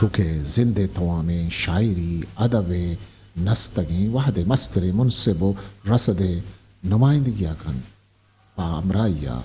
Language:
Eastern Balochi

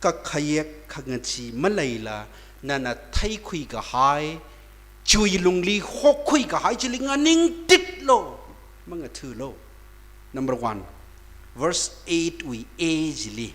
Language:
Tangkhul Naga (India)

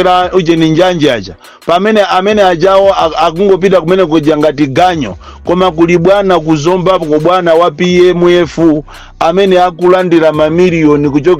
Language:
Nyanja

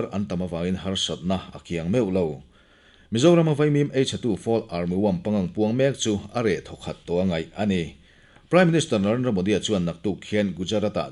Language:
Mizo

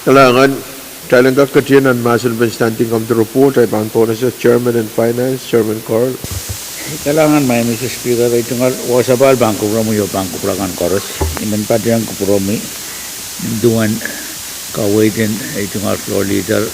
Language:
Pohnpeian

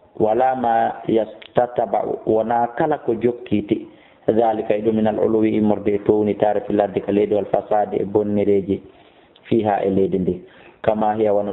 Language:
Fula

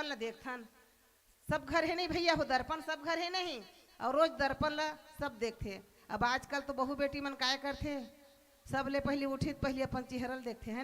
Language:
Chhattisgarhi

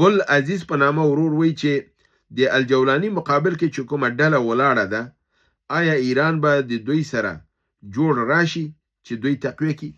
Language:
Pashto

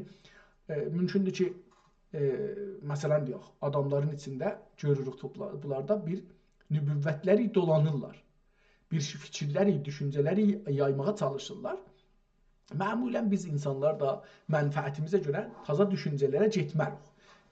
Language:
South Azerbaijani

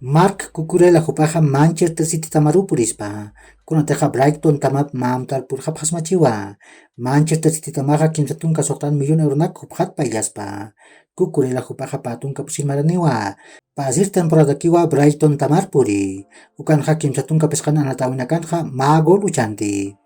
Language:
Aymara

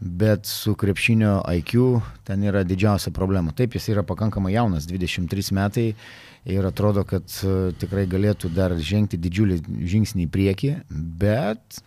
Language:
Lithuanian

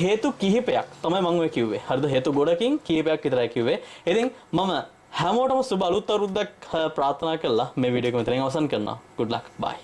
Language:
Sinhala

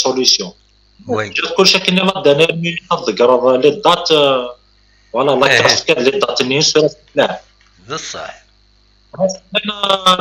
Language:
Kabyle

